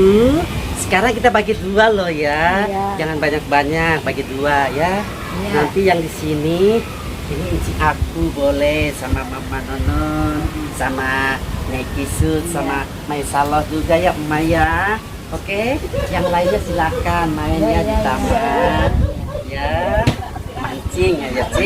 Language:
Betawi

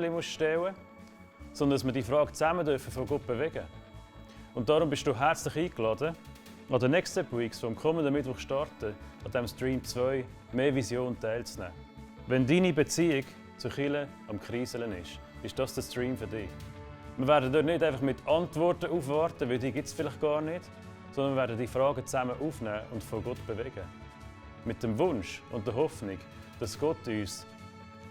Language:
Swiss German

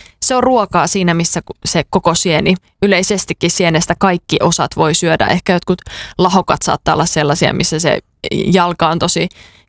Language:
Finnish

